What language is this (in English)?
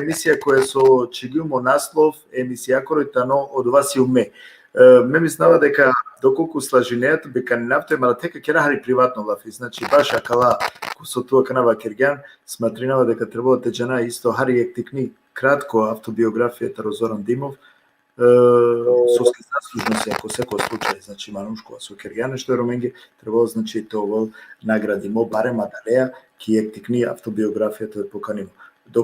Balkan Romani